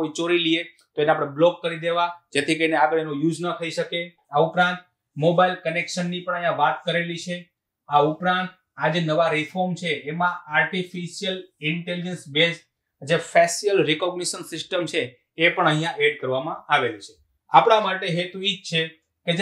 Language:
Gujarati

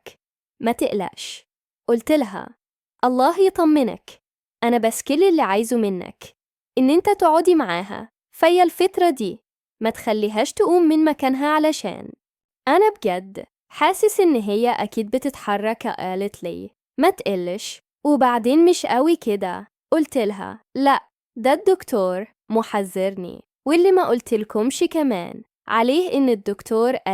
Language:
Egyptian Arabic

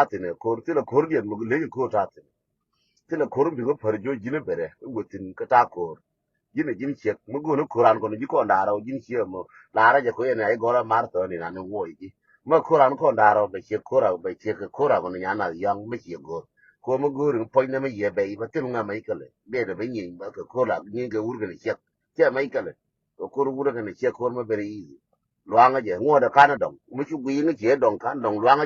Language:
Nuer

